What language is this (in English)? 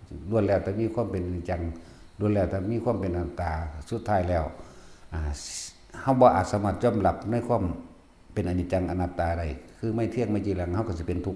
Northeastern Thai